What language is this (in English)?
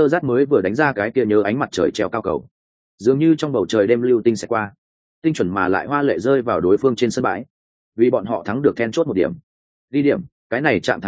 Vietnamese